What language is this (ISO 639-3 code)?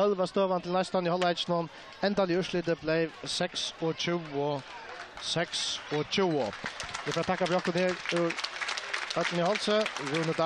fao